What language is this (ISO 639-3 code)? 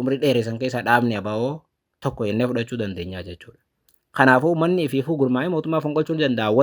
orm